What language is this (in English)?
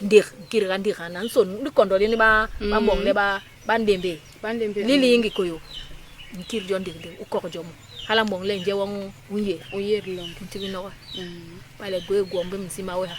Basaa